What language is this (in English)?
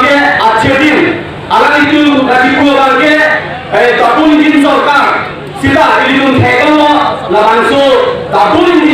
Karbi